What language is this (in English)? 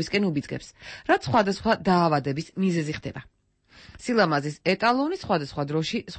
Georgian